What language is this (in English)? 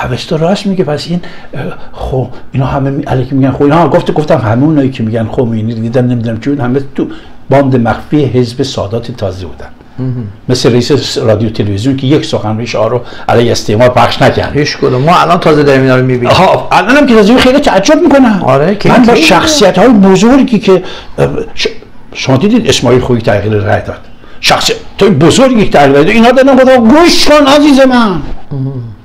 Persian